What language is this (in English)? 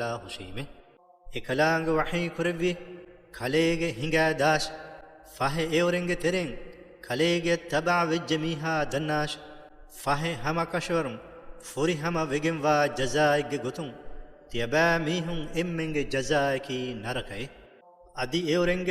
Divehi